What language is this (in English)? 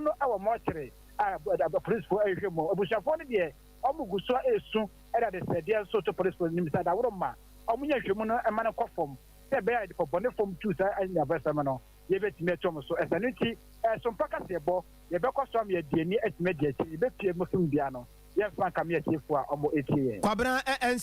Akan